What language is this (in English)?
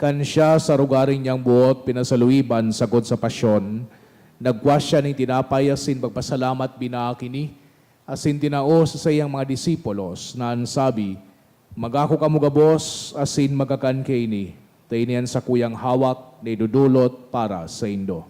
Bikol